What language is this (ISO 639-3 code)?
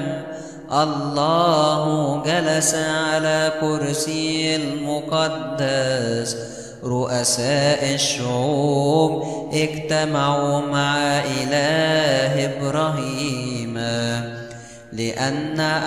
ara